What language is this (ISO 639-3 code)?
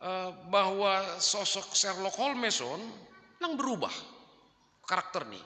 bts